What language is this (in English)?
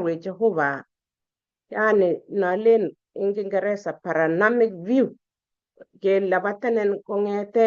Kalenjin